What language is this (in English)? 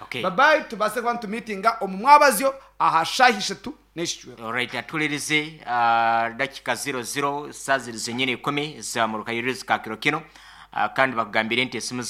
Nyankole